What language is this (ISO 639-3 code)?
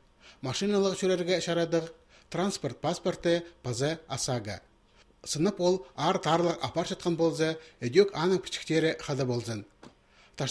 kjh